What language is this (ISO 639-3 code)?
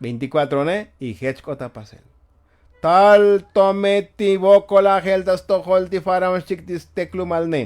tzo